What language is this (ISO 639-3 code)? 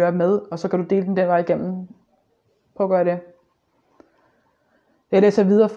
dan